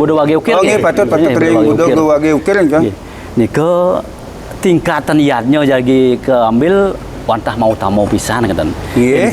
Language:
Balinese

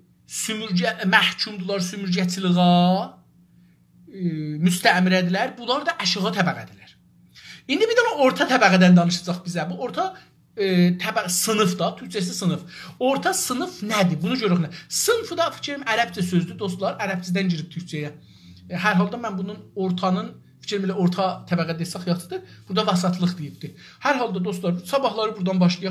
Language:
South Azerbaijani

